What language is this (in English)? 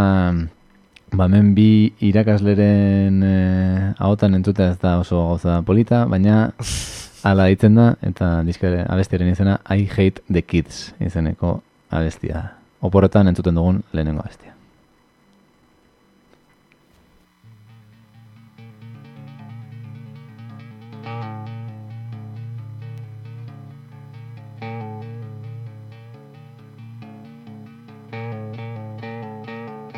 Basque